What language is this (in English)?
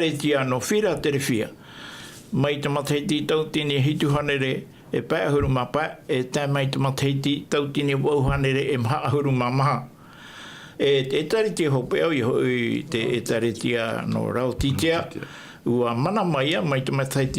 Tahitian